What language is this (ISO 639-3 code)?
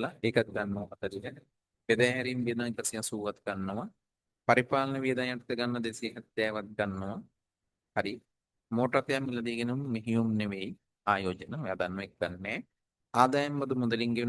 sin